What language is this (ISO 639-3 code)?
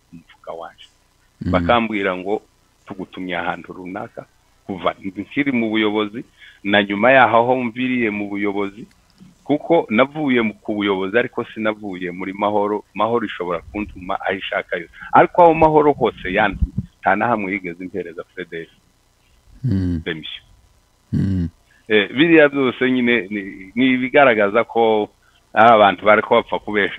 kin